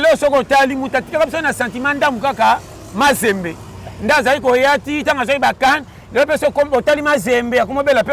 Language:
Lingala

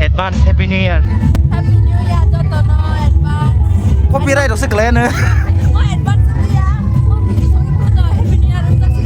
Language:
Kok Borok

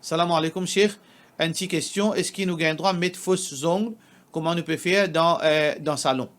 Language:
Morisyen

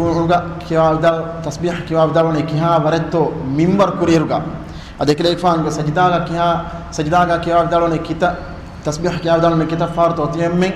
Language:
Divehi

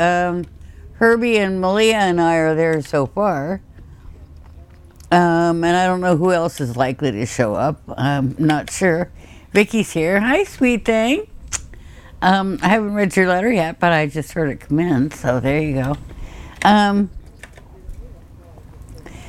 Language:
English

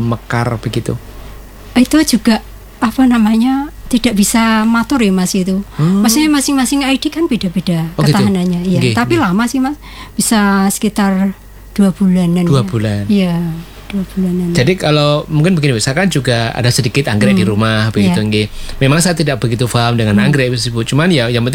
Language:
Indonesian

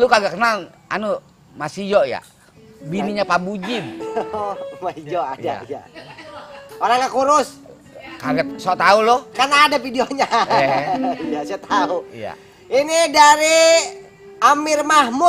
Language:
Betawi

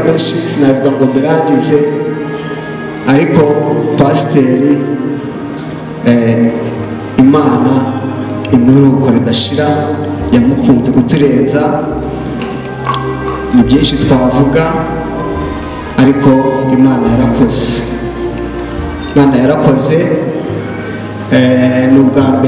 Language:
Kinyarwanda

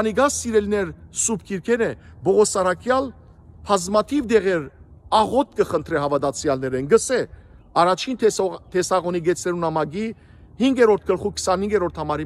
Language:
Western Armenian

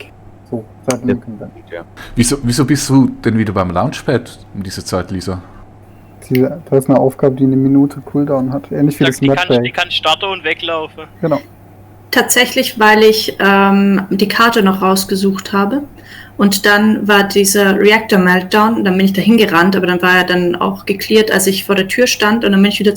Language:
Swiss German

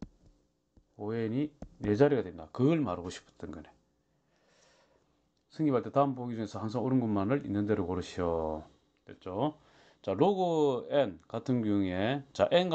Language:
Korean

